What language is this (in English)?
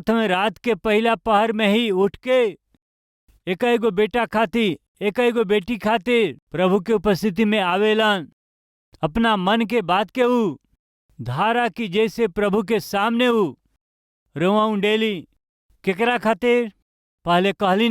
Bhojpuri